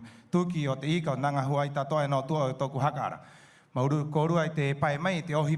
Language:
Rapanui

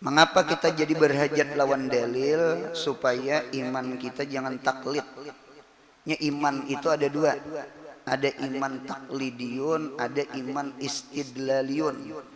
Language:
Banjar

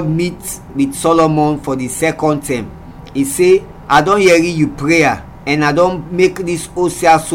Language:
Krio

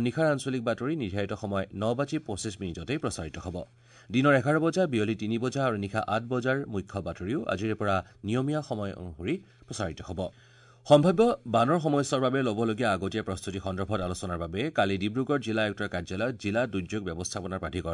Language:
Assamese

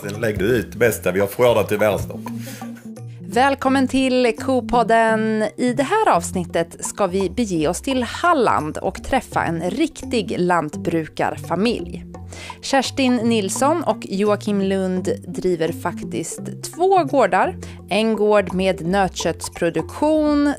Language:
Swedish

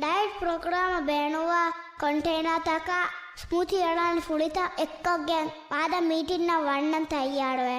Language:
Divehi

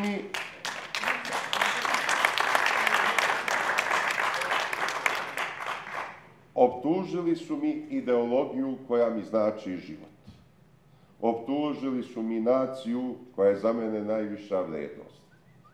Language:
Serbian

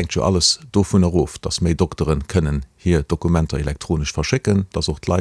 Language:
Luxembourgish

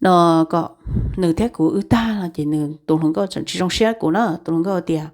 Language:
Hmong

